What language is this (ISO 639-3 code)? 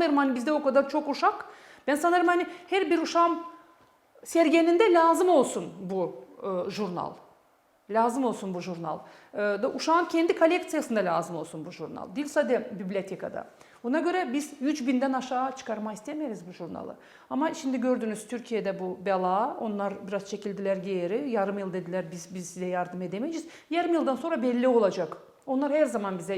gag